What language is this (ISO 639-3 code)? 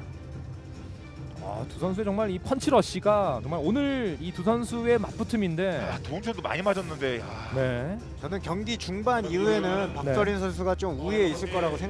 kor